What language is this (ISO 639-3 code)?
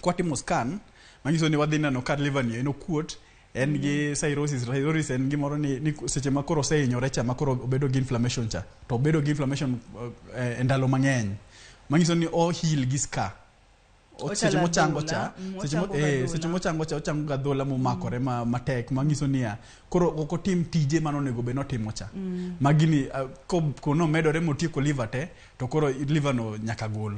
luo